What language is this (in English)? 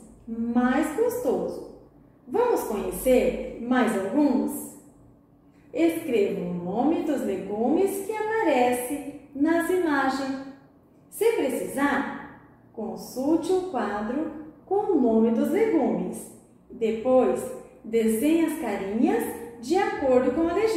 Portuguese